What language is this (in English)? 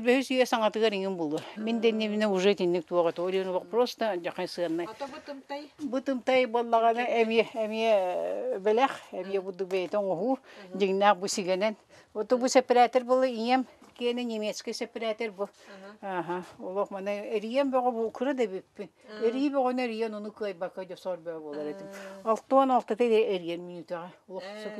Yakut